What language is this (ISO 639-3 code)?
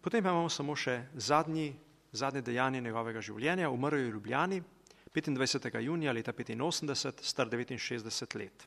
slv